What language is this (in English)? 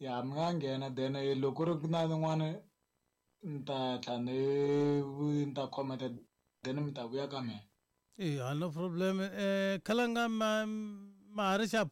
Tsonga